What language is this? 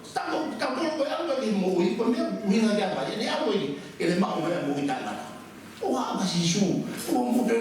Tongan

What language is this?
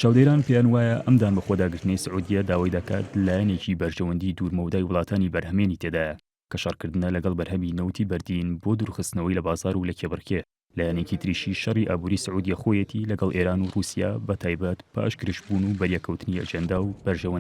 Central Kurdish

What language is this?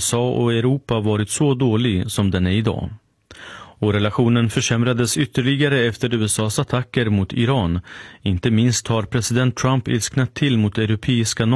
Swedish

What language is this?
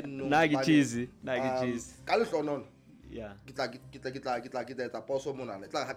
Southern Sotho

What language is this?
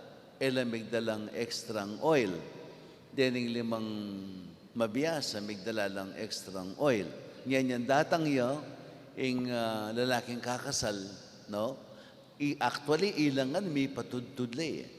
Pampanga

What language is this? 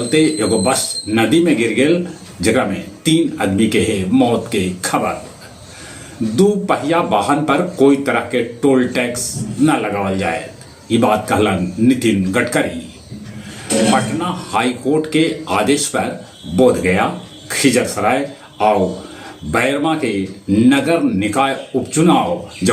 Magahi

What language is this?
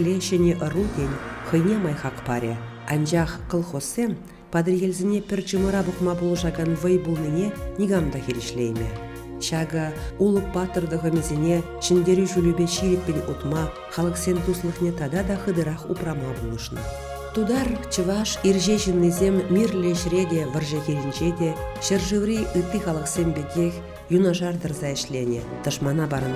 Chuvash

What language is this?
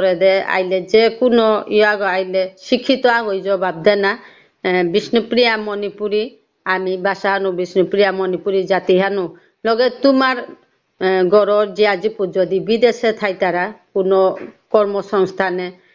Bishnupriya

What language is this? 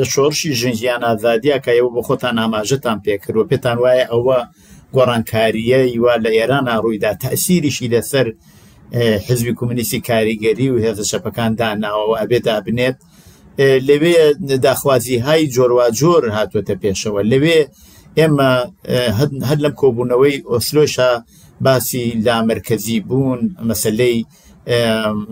Central Kurdish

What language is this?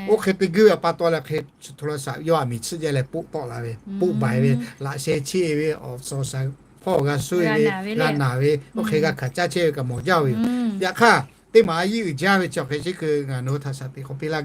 Lahu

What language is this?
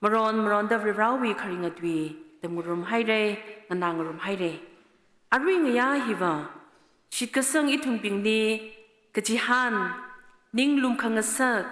Tangkhul Naga (India)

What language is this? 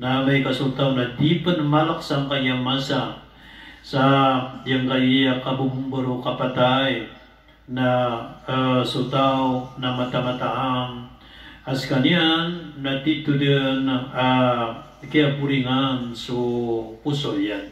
Maranao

